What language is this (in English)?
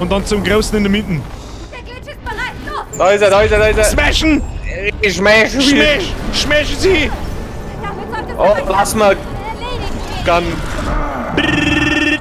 Bavarian